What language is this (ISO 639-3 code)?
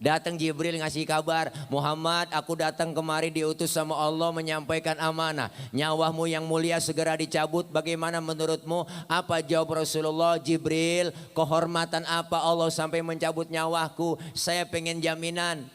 bew